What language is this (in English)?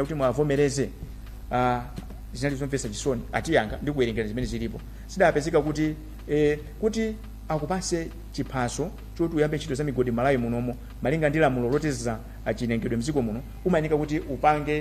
Nyanja